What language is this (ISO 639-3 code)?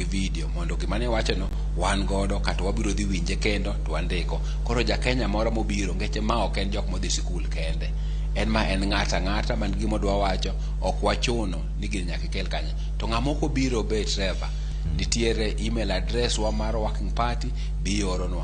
luo